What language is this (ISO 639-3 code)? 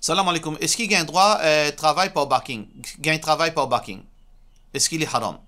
mfe